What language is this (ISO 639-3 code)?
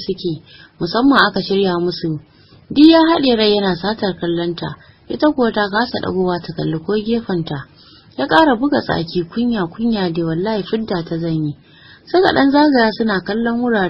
hau